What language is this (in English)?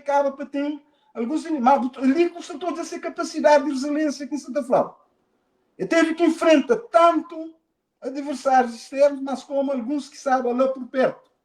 Kabuverdianu